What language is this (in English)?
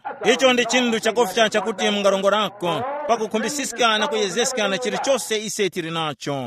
Tumbuka